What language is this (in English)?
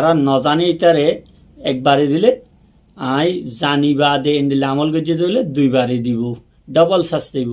Rohingya